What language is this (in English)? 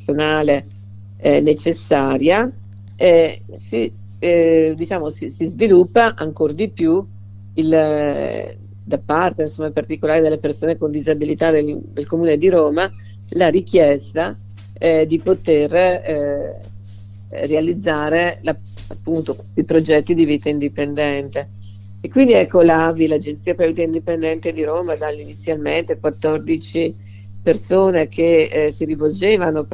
Italian